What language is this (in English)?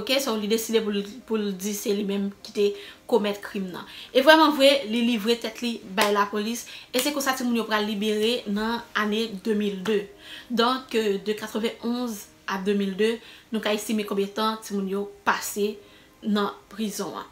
Haitian Creole